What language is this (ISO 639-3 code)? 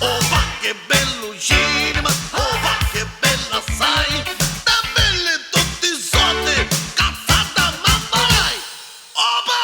nap